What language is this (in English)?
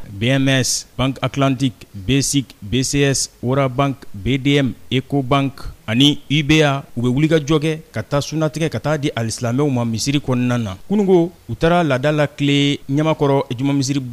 Bambara